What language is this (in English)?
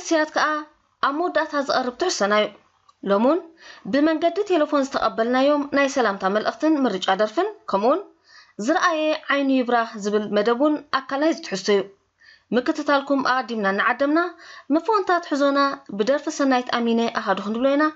Tigrinya